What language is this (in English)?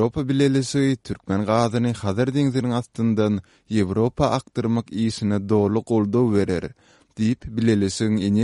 Turkmen